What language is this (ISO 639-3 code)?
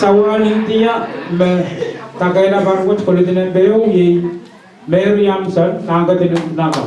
pon